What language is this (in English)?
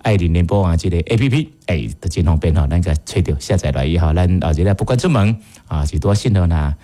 Min Nan Chinese